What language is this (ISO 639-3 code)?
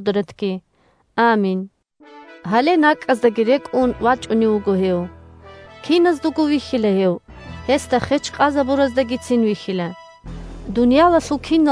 ava